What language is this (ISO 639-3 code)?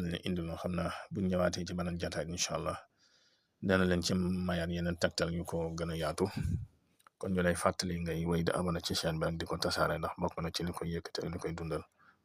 wol